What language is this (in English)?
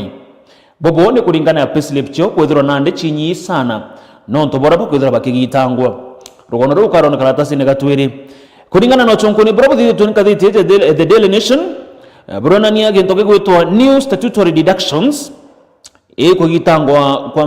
Meru